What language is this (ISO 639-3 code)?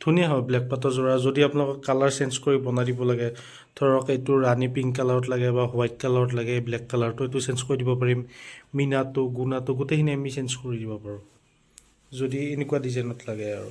asm